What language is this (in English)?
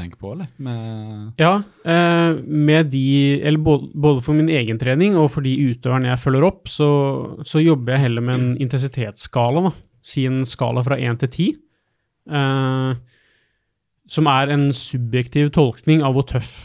Norwegian